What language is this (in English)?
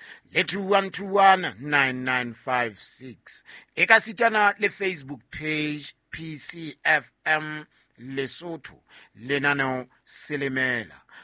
Southern Sotho